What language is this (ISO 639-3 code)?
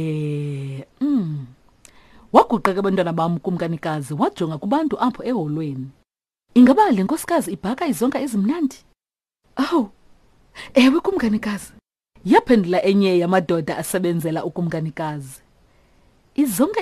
xho